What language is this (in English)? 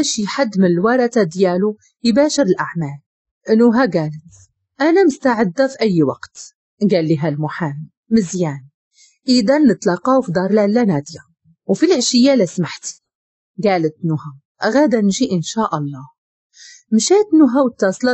Moroccan Arabic